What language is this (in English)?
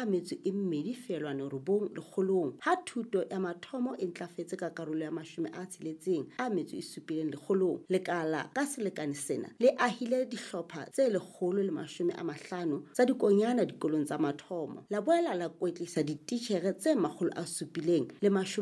Southern Sotho